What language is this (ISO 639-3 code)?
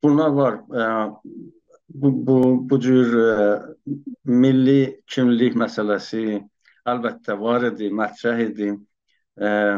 azb